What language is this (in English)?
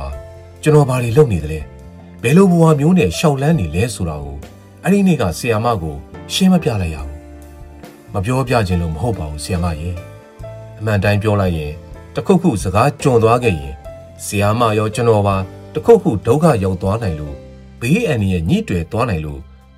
Burmese